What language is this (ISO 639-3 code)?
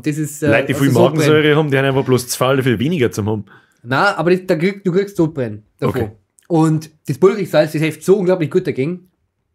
bar